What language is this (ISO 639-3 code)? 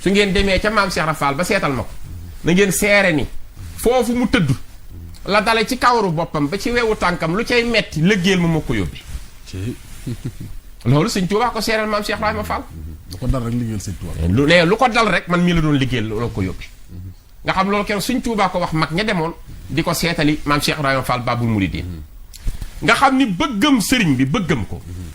wol